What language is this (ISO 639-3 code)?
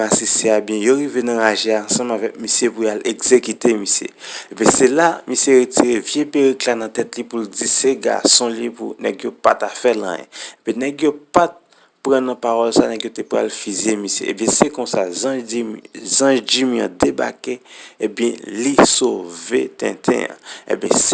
hat